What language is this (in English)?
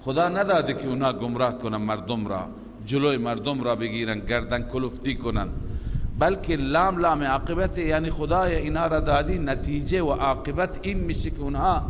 Persian